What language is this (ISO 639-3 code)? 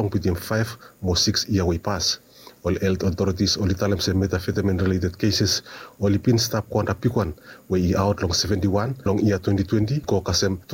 bis